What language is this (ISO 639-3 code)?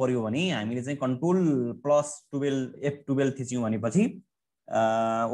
nep